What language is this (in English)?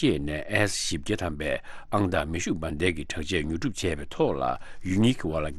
Tibetan